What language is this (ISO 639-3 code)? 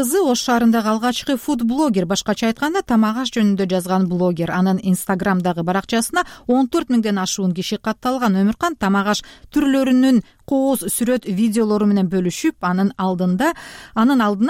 kir